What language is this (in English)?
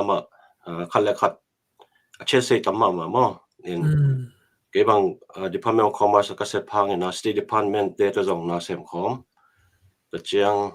Tedim Chin